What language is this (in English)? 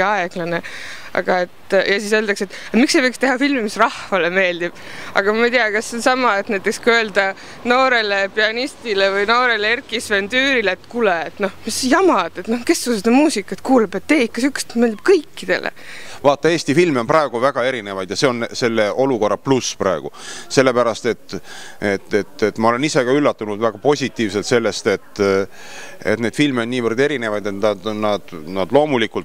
Estonian